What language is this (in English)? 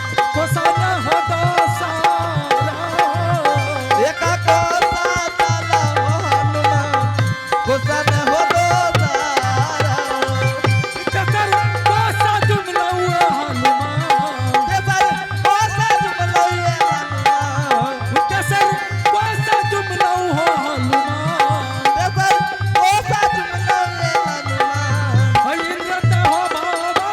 Angika